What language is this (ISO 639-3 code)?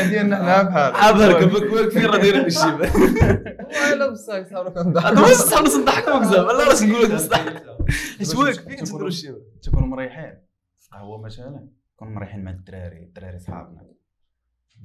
ary